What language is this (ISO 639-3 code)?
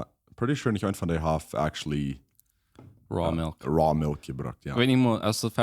pdt